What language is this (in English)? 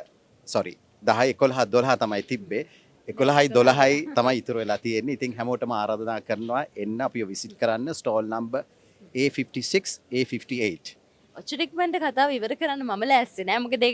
Sinhala